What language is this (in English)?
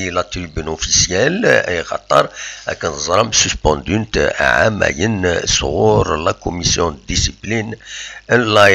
Kabyle